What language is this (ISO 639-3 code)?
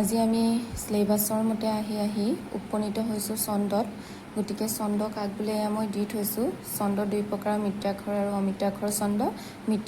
asm